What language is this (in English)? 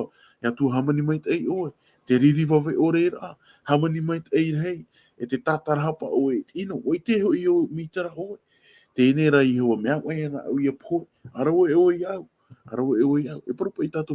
Tahitian